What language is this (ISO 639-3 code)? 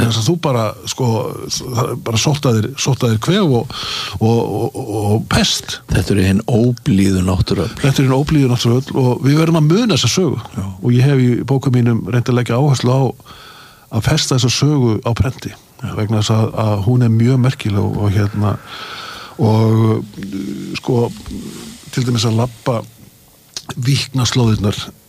isl